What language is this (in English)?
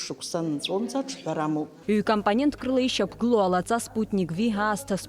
Abkhazian